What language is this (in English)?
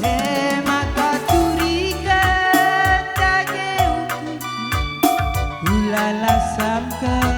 Batak Karo